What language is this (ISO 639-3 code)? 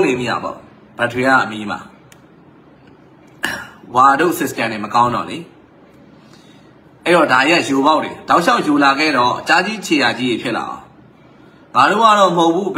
mya